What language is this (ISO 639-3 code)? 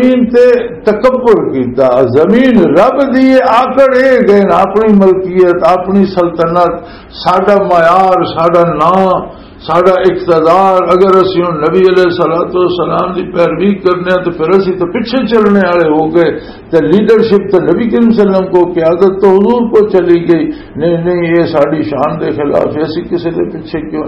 lah